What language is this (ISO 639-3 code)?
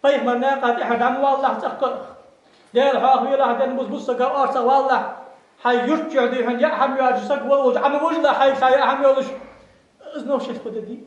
inh